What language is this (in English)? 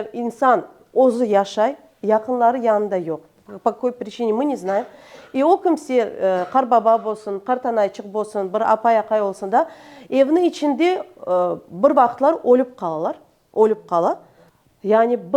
Crimean Tatar